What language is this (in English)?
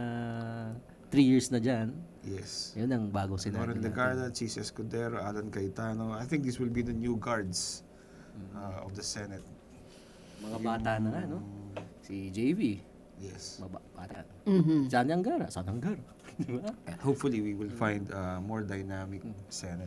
Filipino